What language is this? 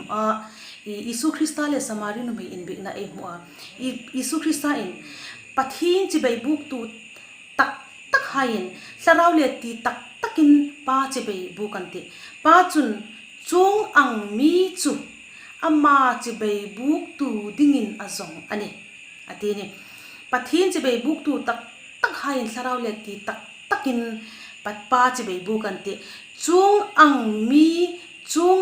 Hmar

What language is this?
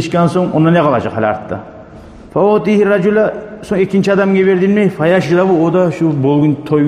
Kumyk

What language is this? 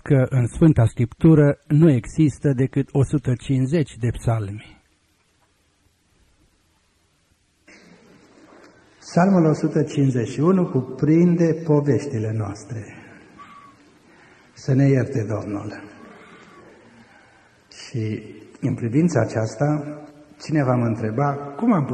Romanian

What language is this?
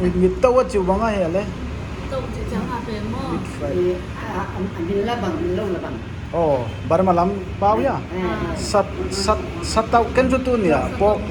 Paite Chin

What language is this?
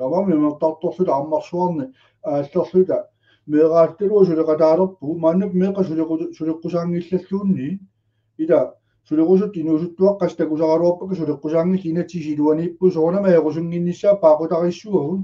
Kalaallisut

